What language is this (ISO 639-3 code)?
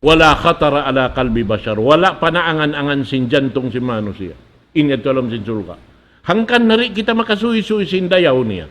tsg